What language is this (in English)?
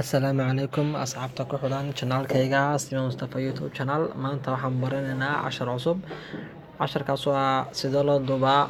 Somali